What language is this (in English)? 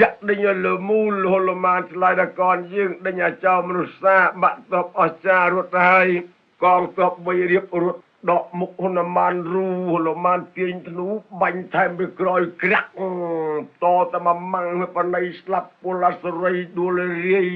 Khmer